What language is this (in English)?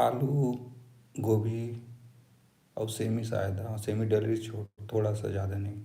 Chhattisgarhi